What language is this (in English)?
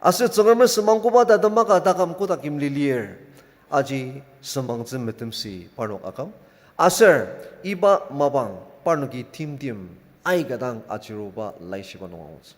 Ao Naga